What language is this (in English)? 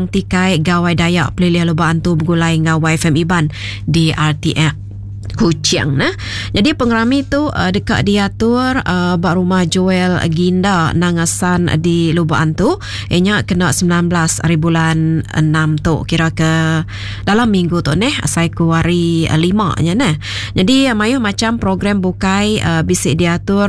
Iban